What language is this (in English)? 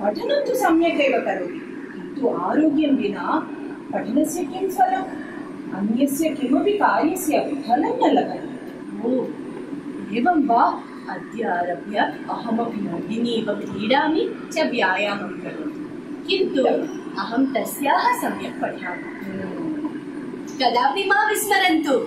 Sanskrit